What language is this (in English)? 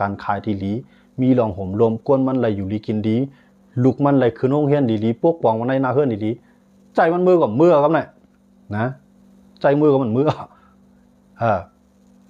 Shan